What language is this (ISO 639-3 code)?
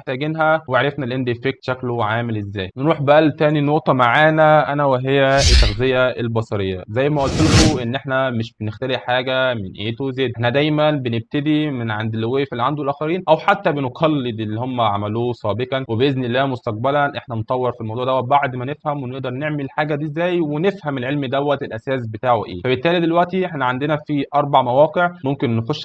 arz